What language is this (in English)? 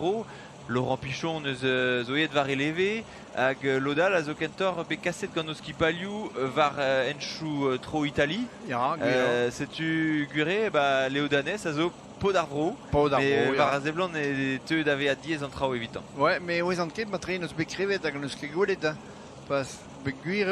Breton